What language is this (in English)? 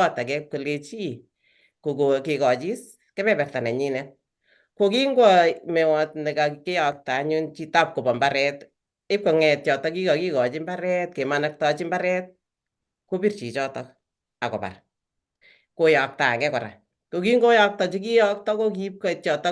Kalenjin